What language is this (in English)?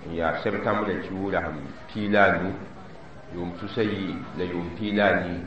Mossi